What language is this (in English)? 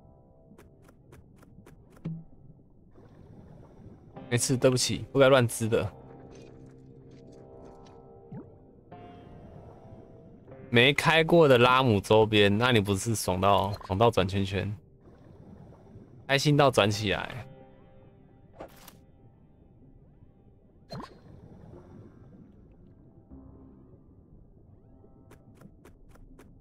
Chinese